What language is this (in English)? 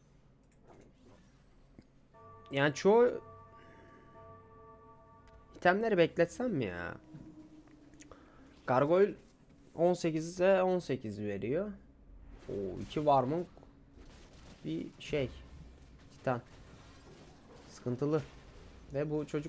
Turkish